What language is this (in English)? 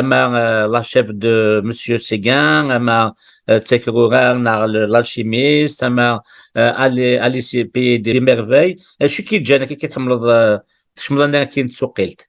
Kabyle